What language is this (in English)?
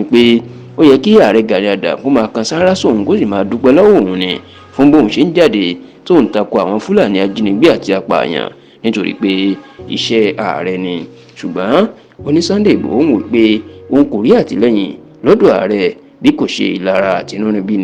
Yoruba